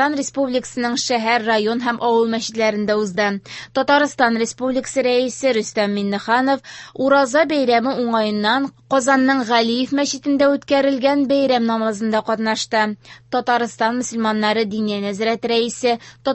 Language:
Tatar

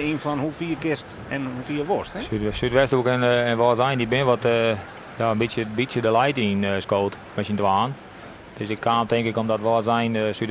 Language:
Western Frisian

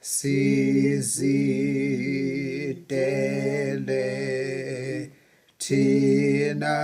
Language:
Zulu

